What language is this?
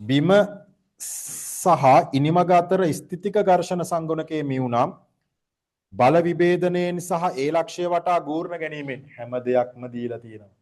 Sinhala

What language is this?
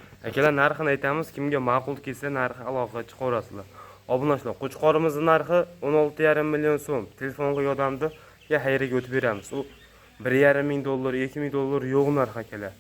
Uzbek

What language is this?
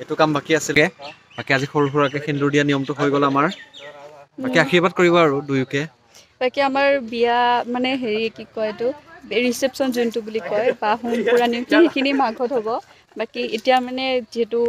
Assamese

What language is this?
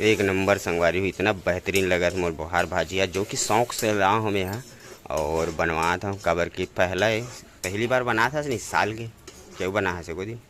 Chhattisgarhi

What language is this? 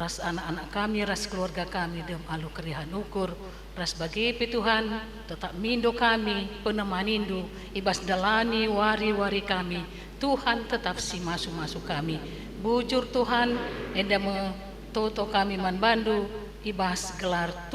Batak Karo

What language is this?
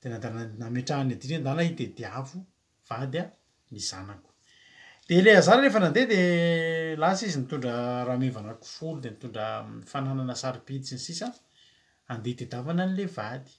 Malagasy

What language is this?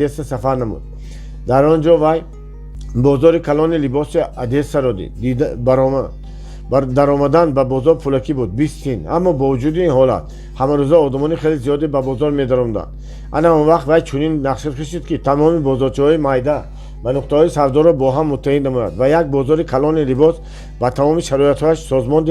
Tajik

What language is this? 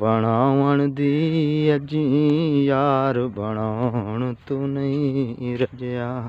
Saraiki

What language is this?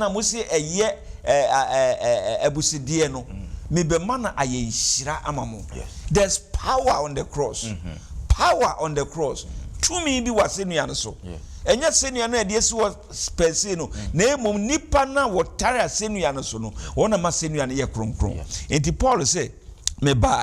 Akan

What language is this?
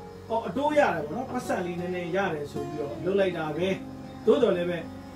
Burmese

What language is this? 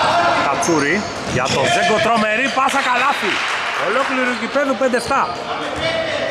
Greek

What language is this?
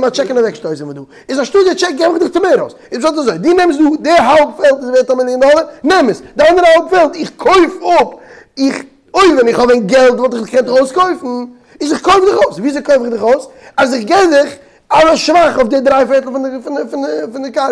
Yiddish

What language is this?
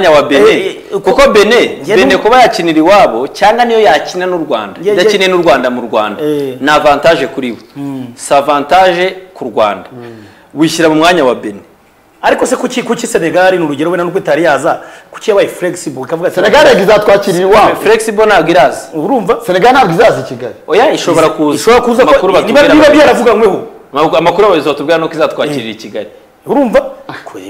Kinyarwanda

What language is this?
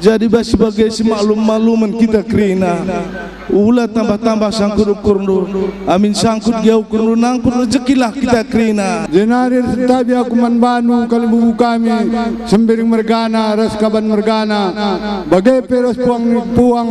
Batak Karo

